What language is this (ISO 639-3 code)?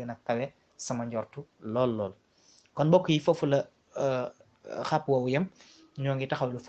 wol